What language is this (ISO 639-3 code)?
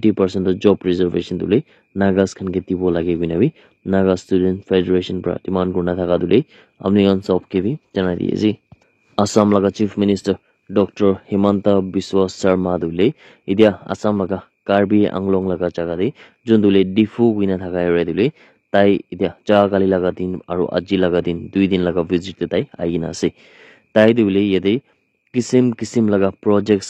nag